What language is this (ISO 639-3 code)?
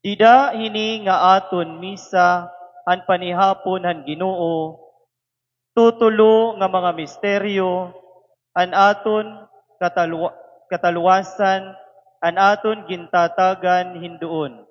war